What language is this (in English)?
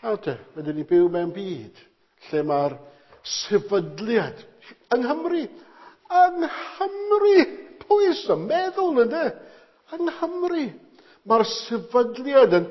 Welsh